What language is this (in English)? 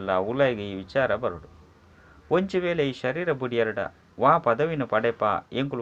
Tulu